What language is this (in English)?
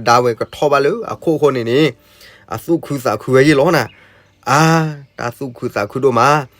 S'gaw Karen